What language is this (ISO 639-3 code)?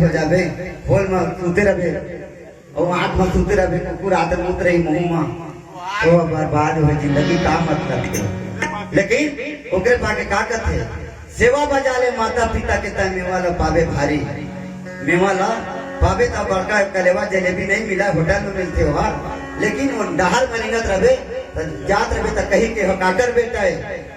hne